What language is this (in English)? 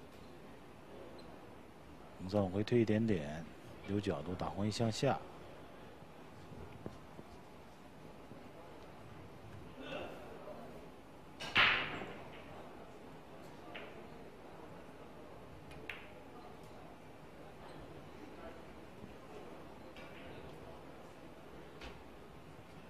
Chinese